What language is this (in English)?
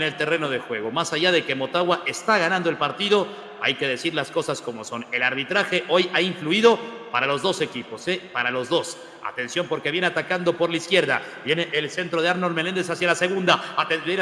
Spanish